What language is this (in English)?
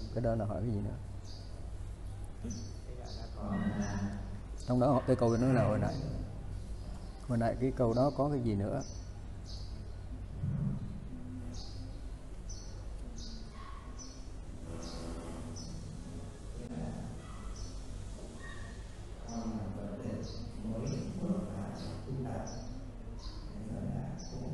Vietnamese